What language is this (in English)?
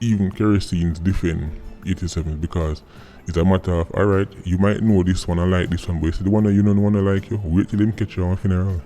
Jamaican Creole English